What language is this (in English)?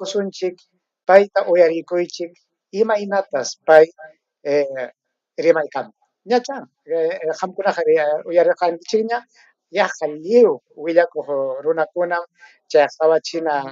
Ayacucho Quechua